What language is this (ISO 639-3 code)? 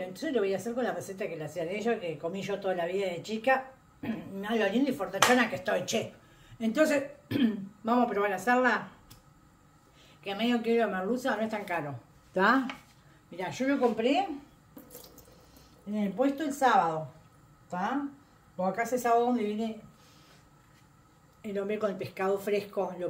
spa